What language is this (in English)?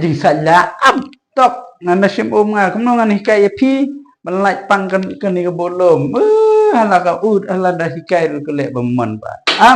Khasi